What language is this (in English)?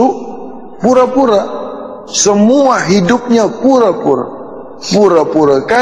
Malay